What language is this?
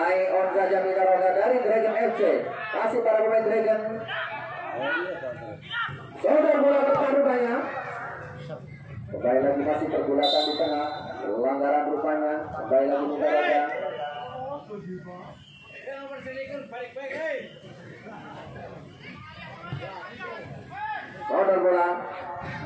Indonesian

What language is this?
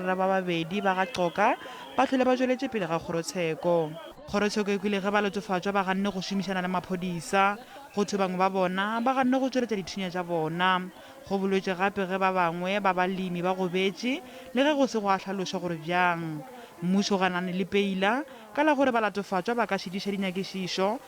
Northern Sotho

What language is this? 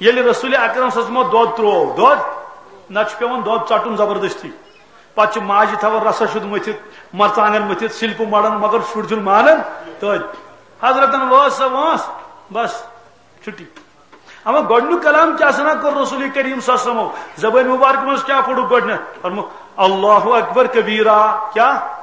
Kashmiri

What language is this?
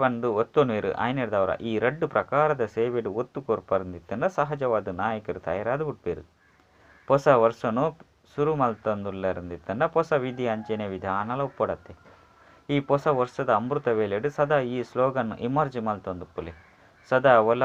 Tulu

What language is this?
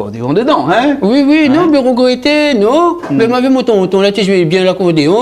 Réunion Creole French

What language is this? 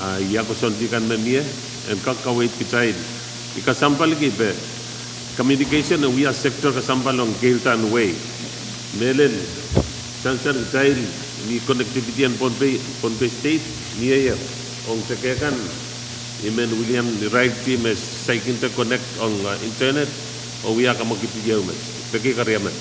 Pohnpeian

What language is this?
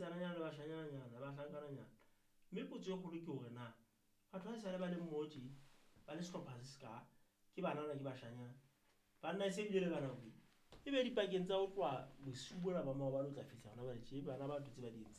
Southern Sotho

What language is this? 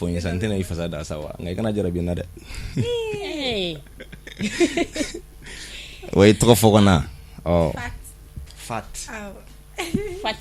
Bambara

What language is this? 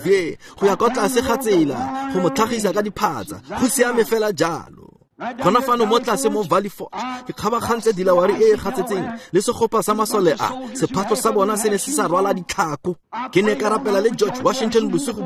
Tswana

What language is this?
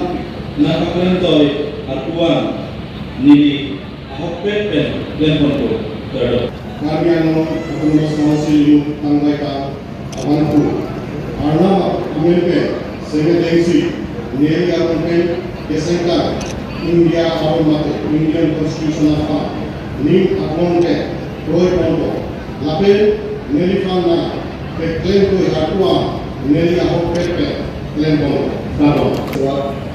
Karbi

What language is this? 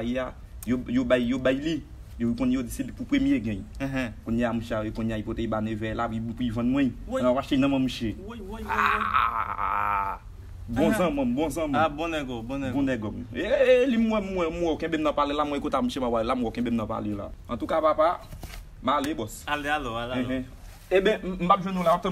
Haitian Creole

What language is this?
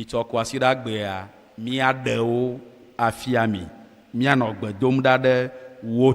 Ewe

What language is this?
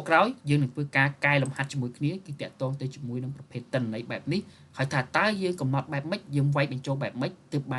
Khmer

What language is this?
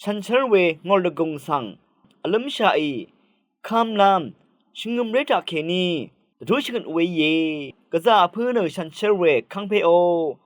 Rawang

